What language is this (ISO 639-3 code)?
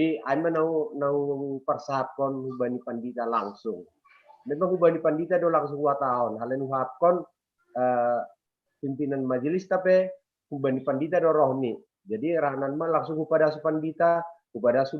bts